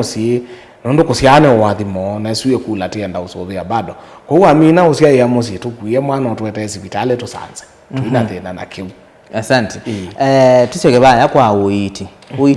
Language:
Kamba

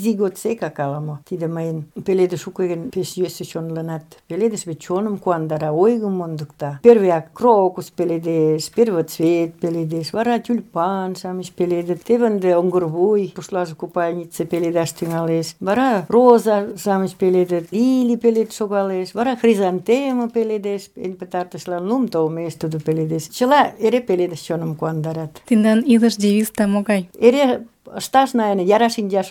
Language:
Mari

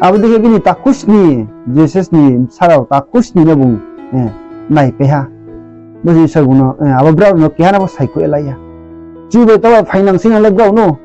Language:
Riang (India)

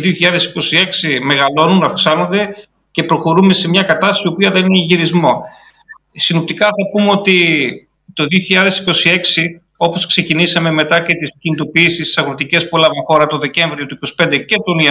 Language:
Greek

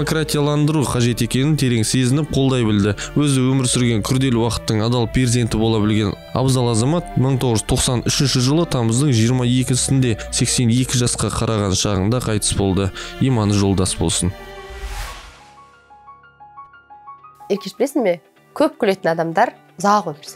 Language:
Kazakh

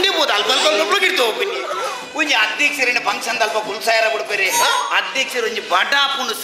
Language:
Tulu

